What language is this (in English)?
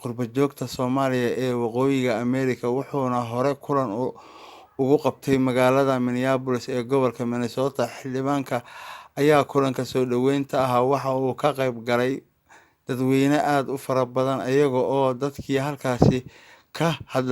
Somali